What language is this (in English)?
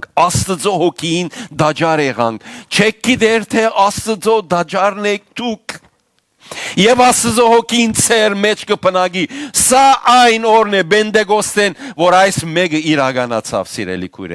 Western Armenian